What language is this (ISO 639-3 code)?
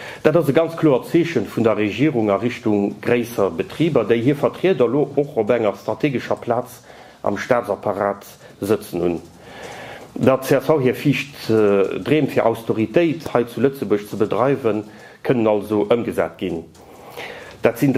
ltz